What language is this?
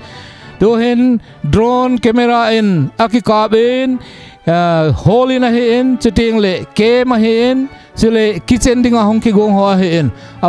Thado Chin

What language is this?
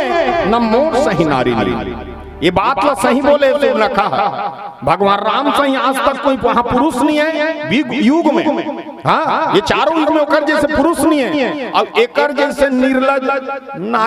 Chhattisgarhi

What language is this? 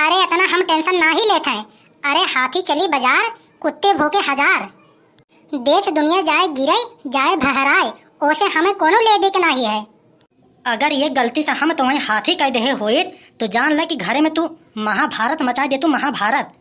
Awadhi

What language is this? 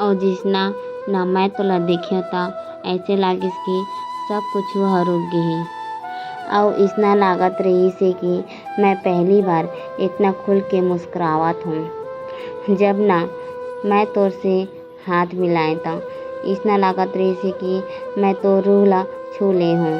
Chhattisgarhi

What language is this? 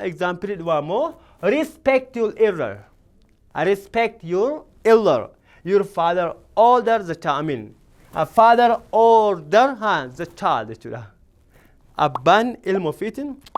Oromo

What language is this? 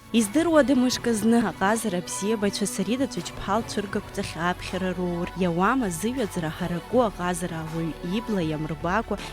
Abkhazian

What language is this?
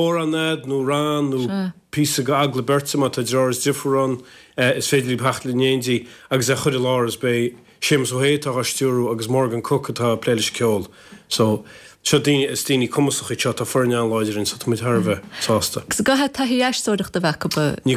Irish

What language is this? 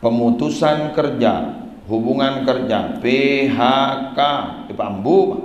Madurese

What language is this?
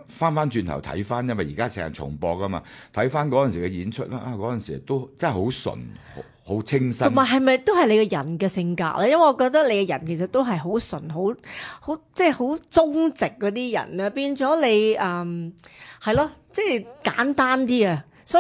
Cantonese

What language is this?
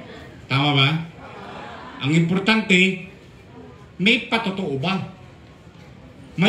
Filipino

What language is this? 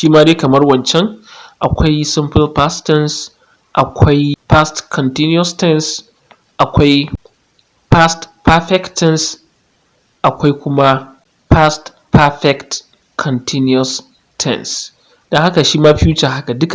Hausa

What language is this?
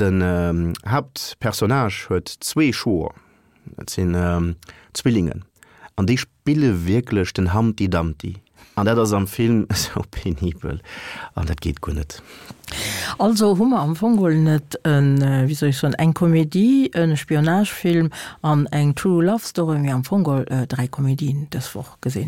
Luxembourgish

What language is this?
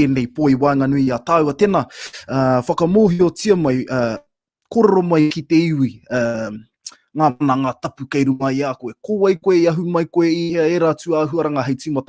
Māori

